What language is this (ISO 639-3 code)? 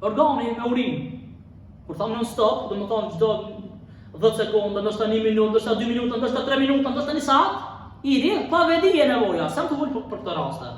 sqi